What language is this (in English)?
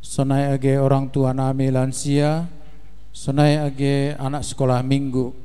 Batak Simalungun